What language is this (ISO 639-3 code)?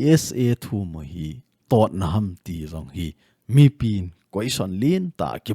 tcz